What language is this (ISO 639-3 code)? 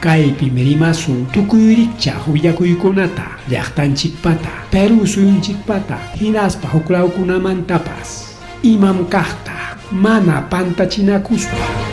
quy